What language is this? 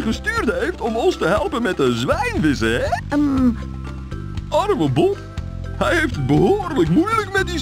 Dutch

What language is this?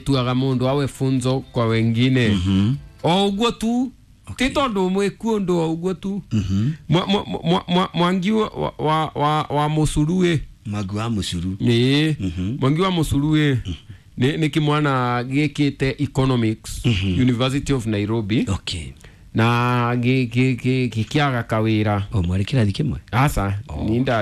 Kikuyu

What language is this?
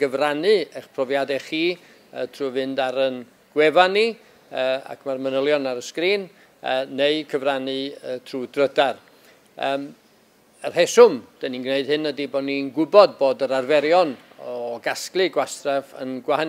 Welsh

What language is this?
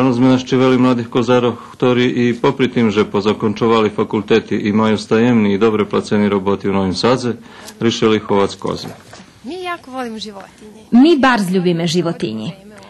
Rusyn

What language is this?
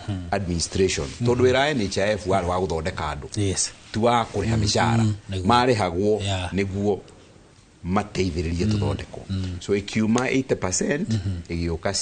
Kikuyu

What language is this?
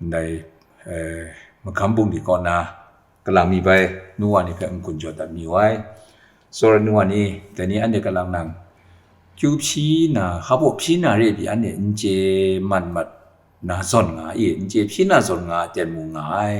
Kachin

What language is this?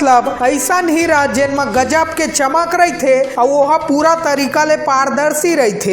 Chhattisgarhi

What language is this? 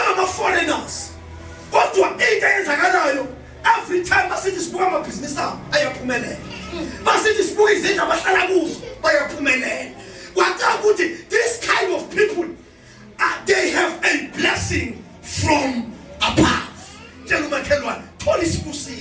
Zulu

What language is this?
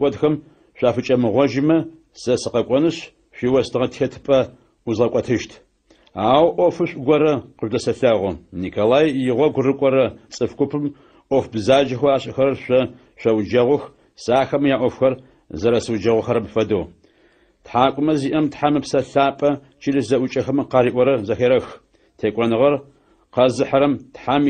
Adyghe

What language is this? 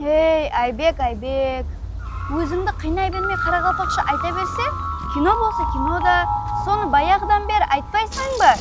Kara-Kalpak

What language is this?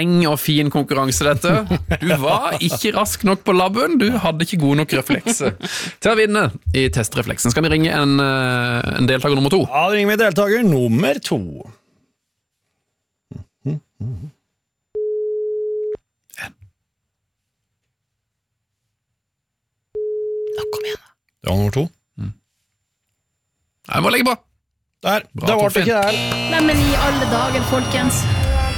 Norwegian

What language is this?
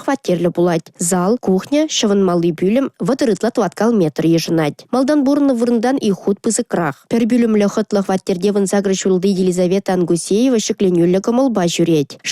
Chuvash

